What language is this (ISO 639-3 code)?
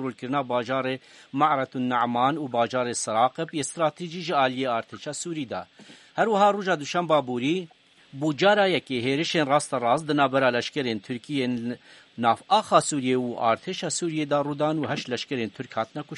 kur